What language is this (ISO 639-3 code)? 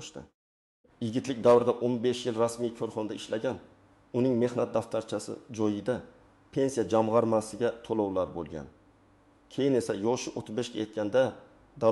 uzb